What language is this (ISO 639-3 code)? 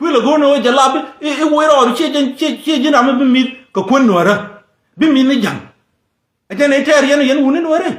nus